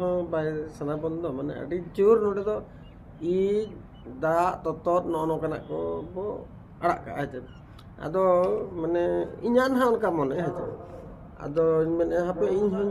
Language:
Santali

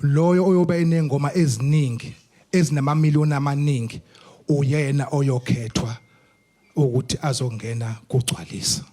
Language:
Zulu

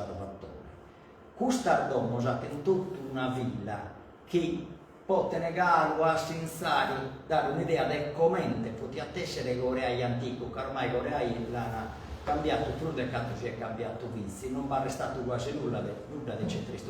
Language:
Sardinian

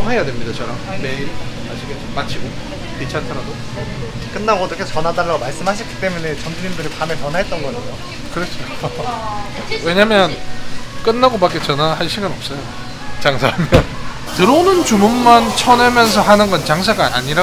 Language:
Korean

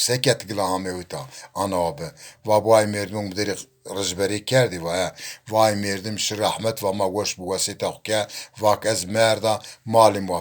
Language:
Zaza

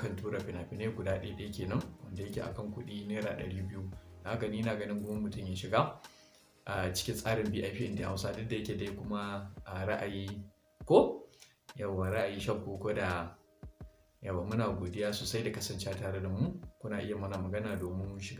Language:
Hausa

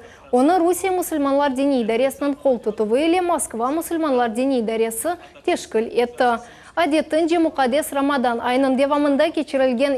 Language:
Crimean Tatar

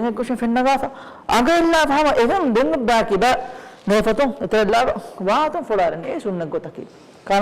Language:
Divehi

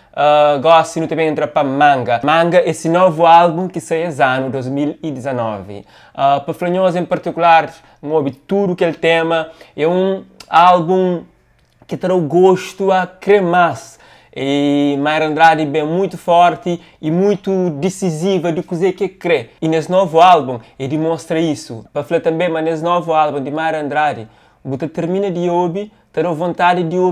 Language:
Kabuverdianu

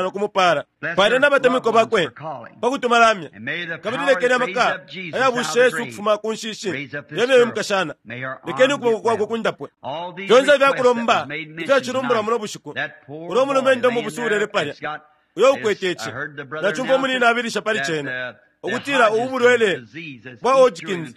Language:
Bemba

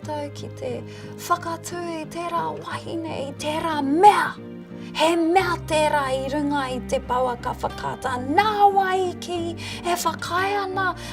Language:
Māori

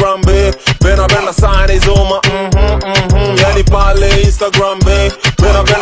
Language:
Swahili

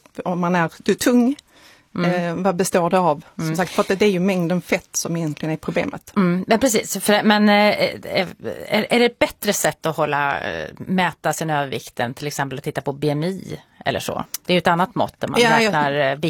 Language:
Swedish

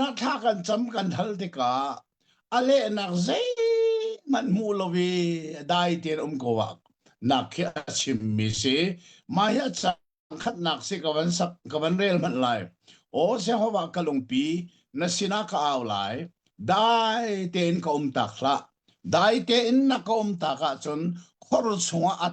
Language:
Hakha Chin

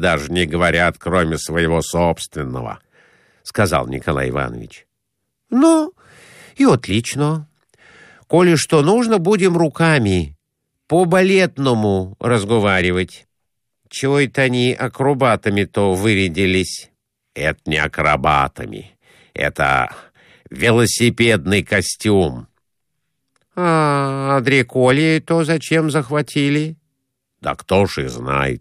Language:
Russian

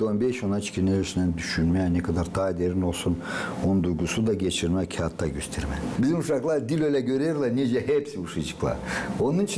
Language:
Gagauz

